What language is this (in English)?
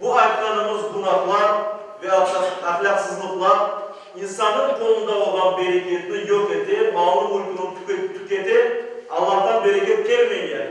Crimean Tatar